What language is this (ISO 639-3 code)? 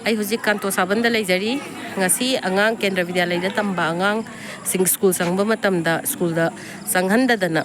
mni